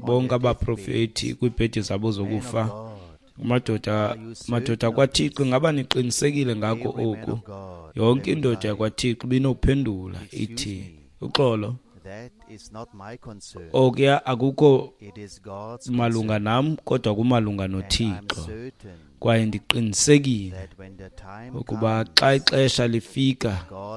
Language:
Xhosa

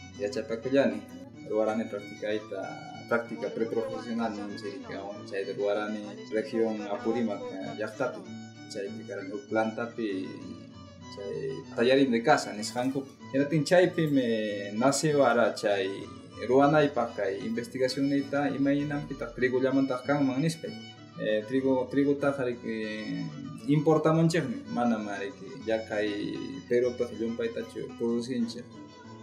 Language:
Ayacucho Quechua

